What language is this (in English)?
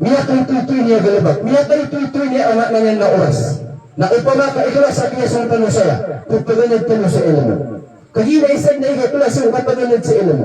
Maranao